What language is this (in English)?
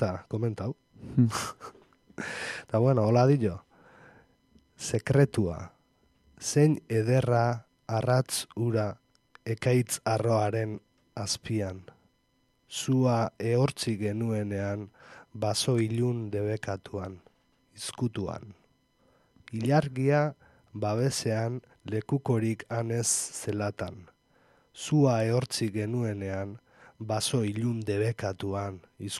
Basque